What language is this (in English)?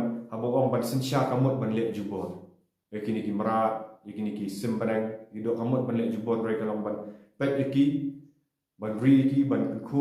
Khasi